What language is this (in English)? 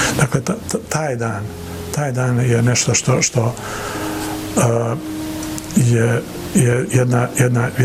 Bosnian